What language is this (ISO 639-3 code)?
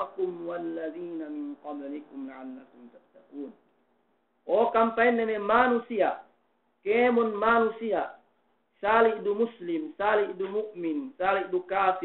yka